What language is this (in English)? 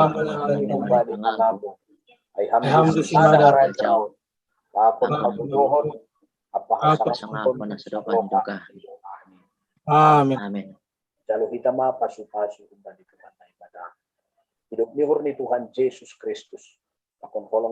Batak Simalungun